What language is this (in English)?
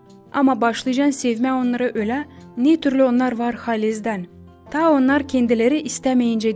Gagauz